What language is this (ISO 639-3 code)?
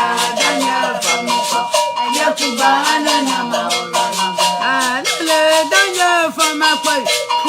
ewe